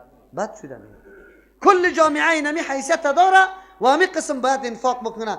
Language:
Persian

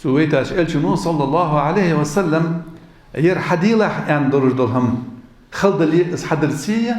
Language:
Ingush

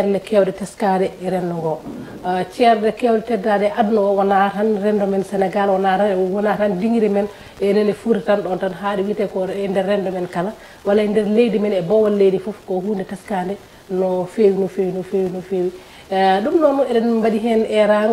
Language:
Fula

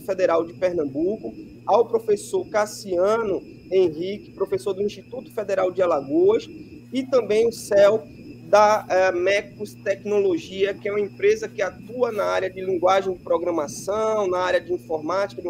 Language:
Portuguese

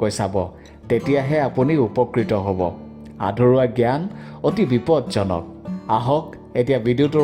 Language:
Assamese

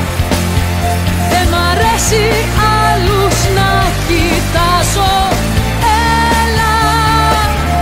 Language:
Greek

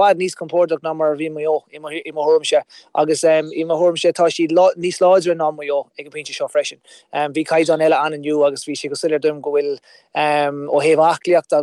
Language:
Irish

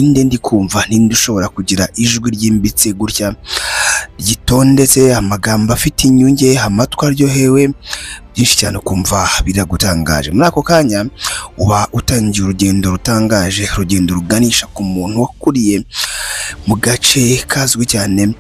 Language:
Kinyarwanda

